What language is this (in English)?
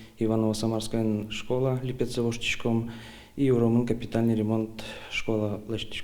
Udmurt